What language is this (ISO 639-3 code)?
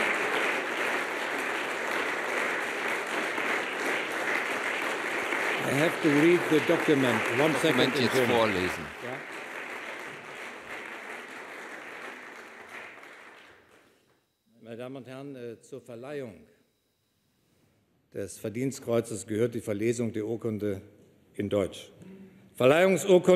deu